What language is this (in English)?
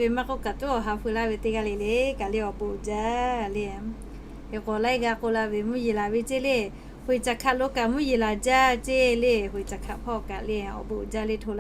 Lahu